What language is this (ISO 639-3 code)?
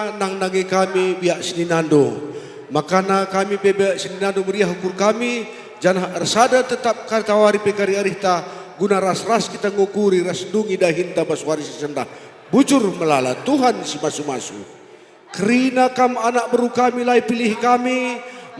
btx